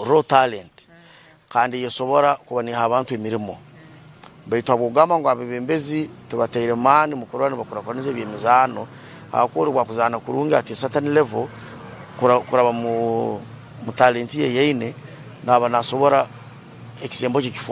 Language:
Nyankole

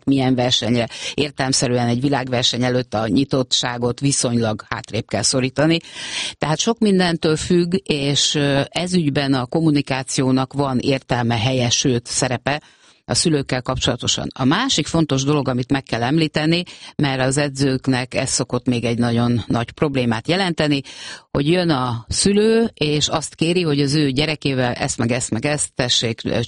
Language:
Hungarian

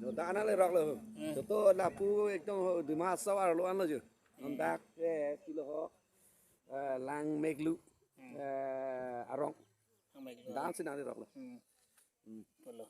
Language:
Karbi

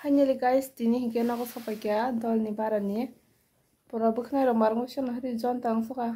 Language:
Kok Borok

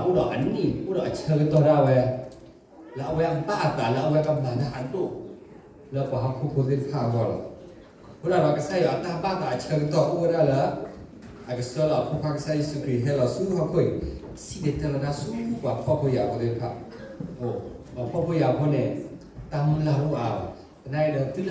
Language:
S'gaw Karen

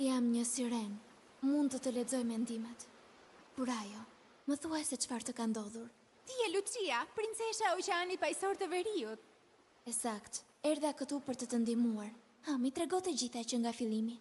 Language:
Albanian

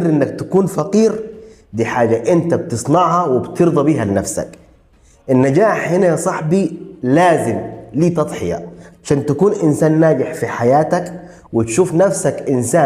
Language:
Egyptian Arabic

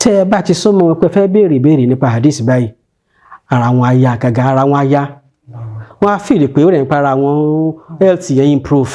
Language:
Yoruba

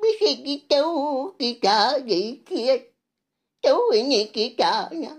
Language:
Iban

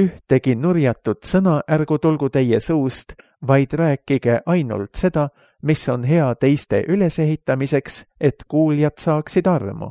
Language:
Estonian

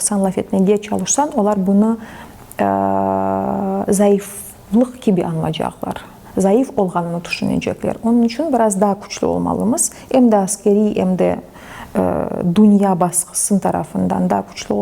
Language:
Crimean Tatar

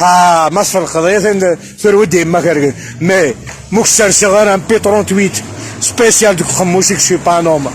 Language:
Kabyle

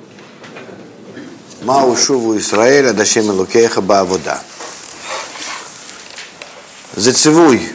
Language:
Hebrew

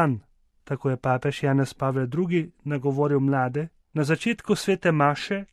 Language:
Slovenian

